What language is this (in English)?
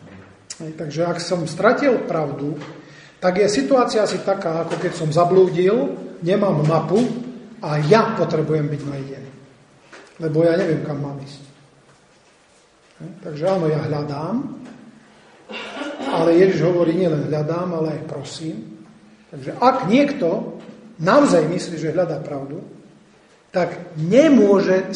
Slovak